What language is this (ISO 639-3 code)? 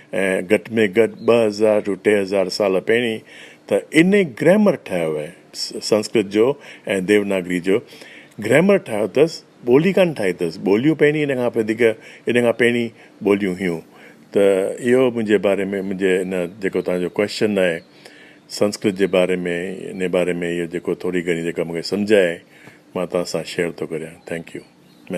snd